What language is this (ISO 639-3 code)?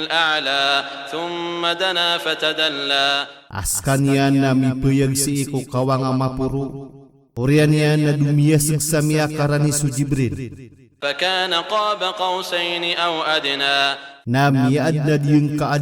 mrw